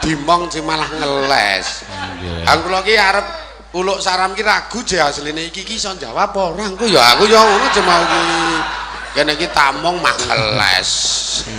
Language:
Javanese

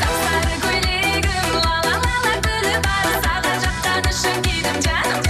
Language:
Kara-Kalpak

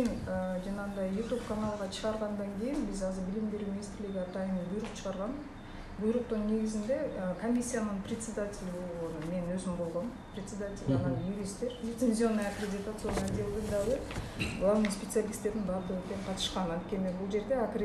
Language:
Kyrgyz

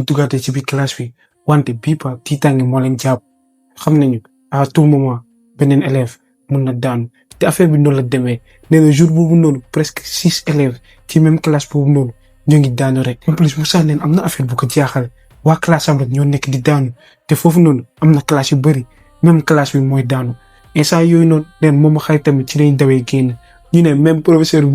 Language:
Wolof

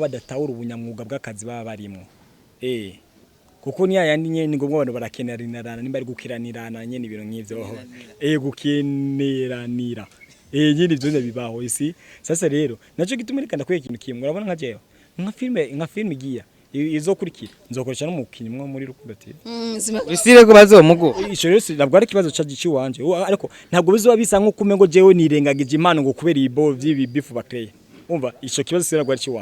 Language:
Rundi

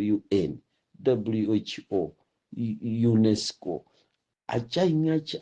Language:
Nyanja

